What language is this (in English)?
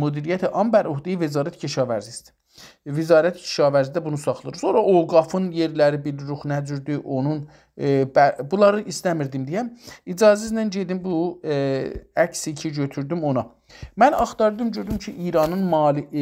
South Azerbaijani